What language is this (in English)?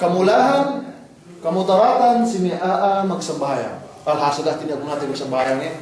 Yakan